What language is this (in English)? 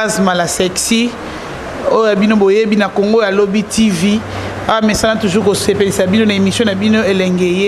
Lingala